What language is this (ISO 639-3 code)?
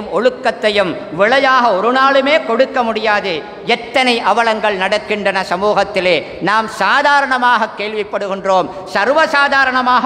tam